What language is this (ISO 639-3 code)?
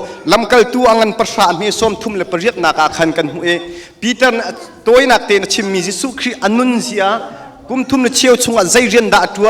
cnh